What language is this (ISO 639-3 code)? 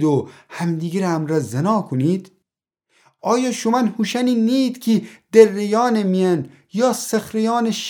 glk